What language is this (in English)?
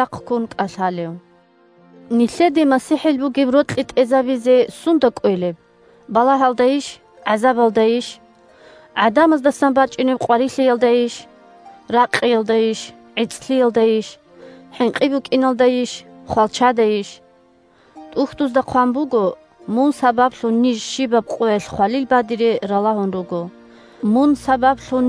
Avaric